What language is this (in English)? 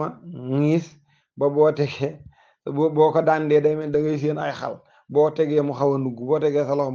Wolof